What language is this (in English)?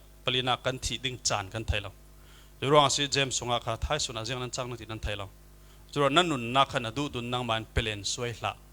Falam Chin